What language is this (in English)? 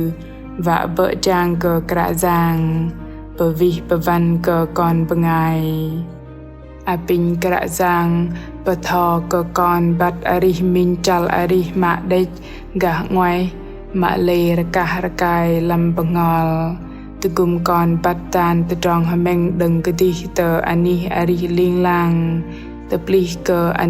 Bahnar